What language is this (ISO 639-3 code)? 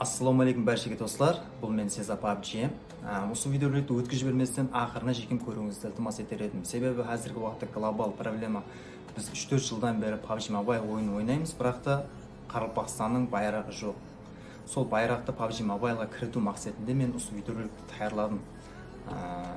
kaa